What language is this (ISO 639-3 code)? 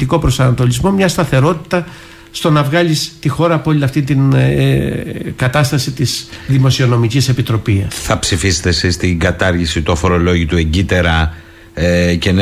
ell